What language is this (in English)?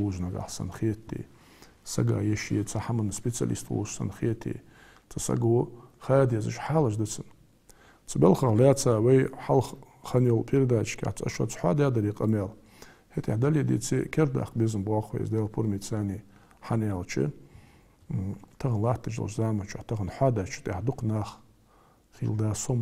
Ingush